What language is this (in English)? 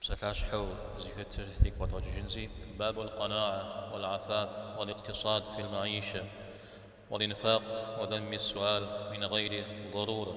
Kabardian